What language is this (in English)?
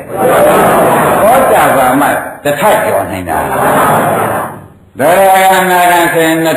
Burmese